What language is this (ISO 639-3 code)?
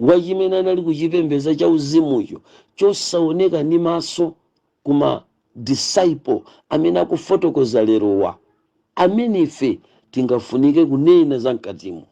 nya